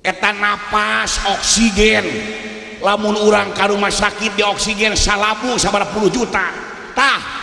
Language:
Sundanese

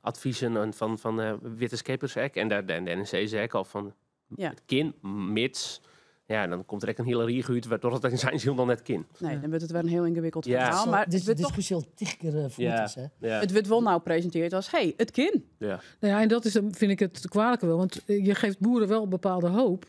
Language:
Western Frisian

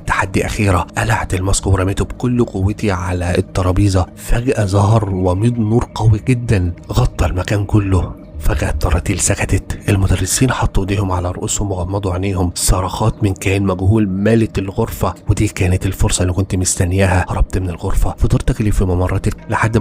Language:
Egyptian Arabic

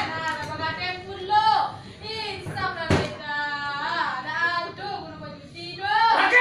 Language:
Minangkabau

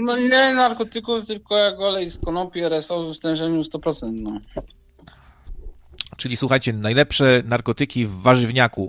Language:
Polish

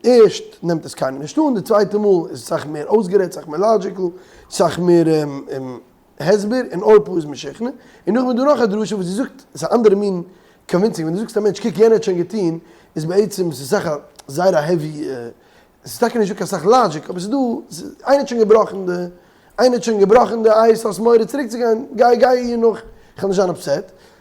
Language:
Yiddish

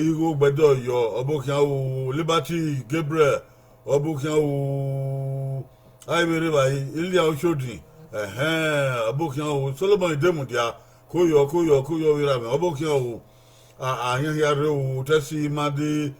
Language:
Bini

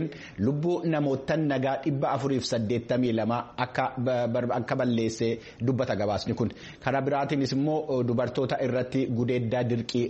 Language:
Oromo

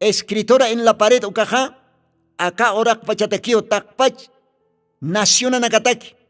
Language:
Aymara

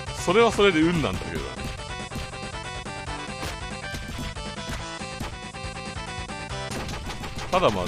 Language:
Japanese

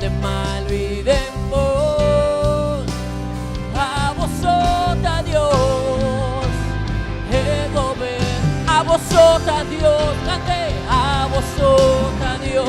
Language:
Papiamento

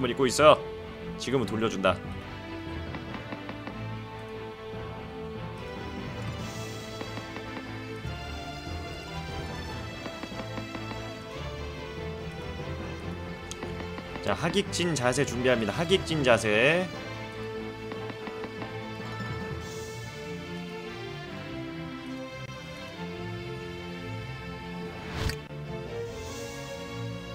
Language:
Korean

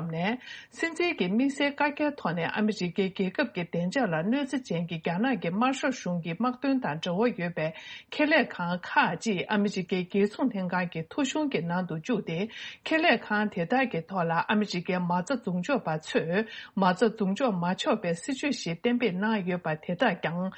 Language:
Tibetan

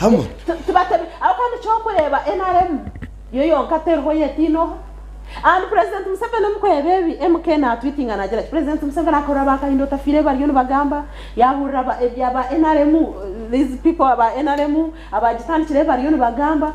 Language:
Nyankole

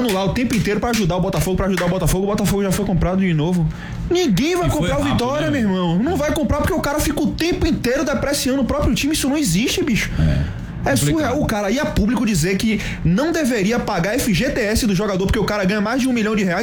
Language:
Portuguese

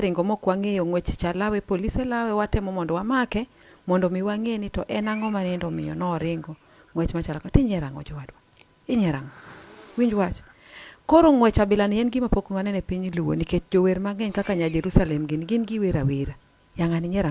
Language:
Luo (Kenya and Tanzania)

